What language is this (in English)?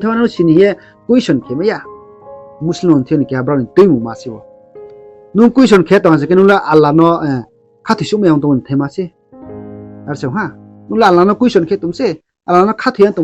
Riang (India)